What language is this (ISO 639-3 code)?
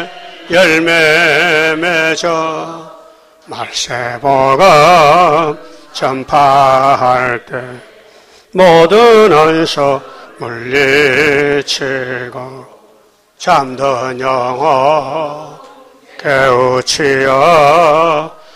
kor